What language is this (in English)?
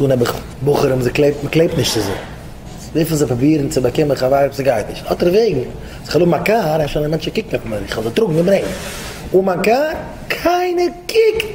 Yiddish